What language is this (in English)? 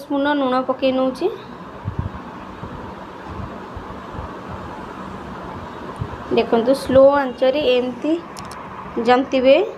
Odia